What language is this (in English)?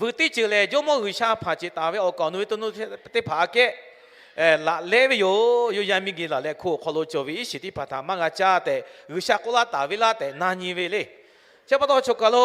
Lahu